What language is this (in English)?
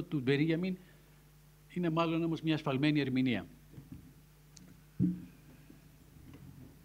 Greek